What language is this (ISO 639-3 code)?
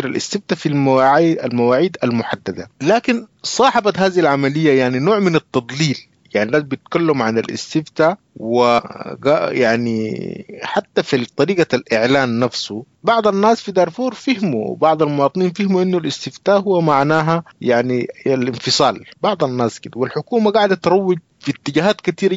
apd